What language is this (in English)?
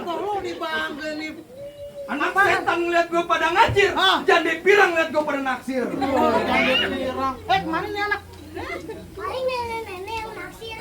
Betawi